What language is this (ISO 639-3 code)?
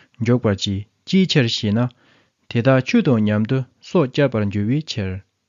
bod